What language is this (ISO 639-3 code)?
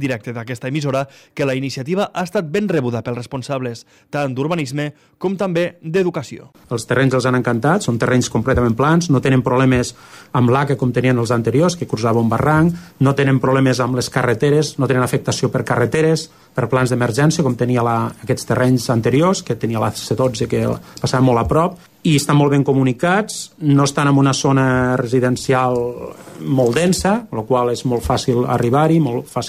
cat